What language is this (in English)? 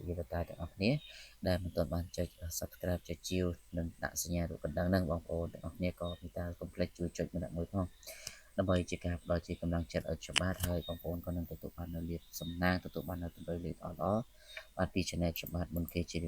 Khmer